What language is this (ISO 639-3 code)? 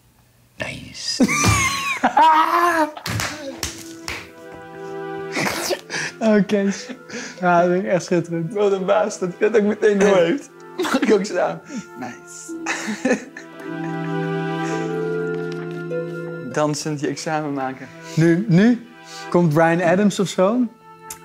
nld